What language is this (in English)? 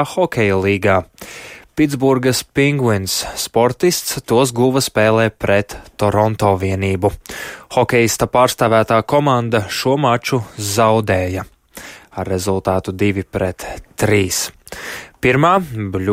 Latvian